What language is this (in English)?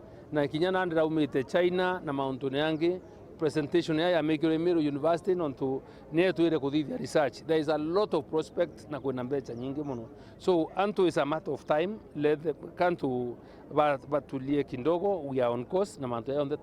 Meru